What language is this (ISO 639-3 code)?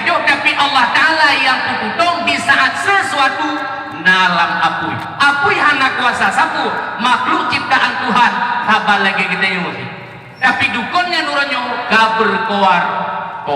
ace